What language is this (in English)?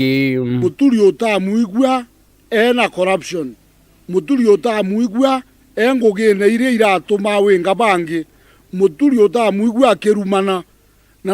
Meru